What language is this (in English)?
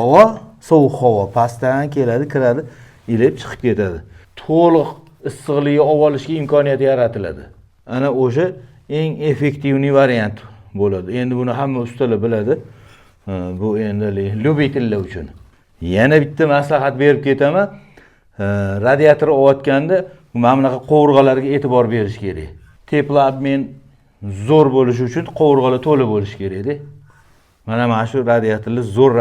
Uzbek